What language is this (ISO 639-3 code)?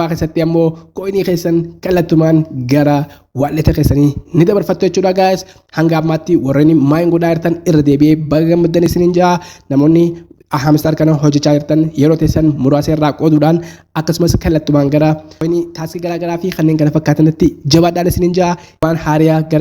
orm